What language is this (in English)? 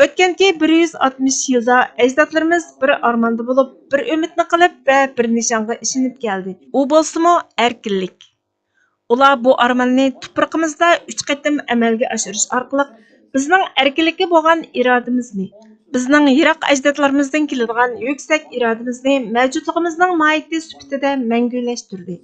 Uyghur